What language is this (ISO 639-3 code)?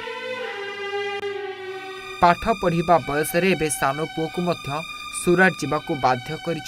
ori